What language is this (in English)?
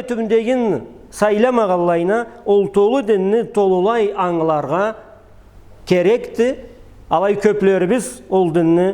Karachay-Balkar